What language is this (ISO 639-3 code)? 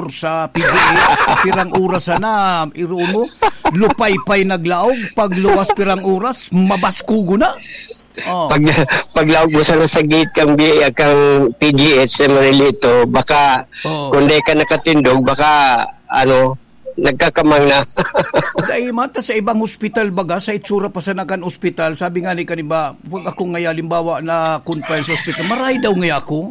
bik